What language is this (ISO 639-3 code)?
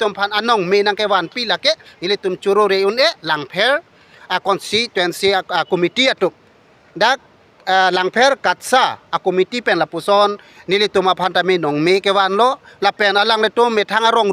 mjw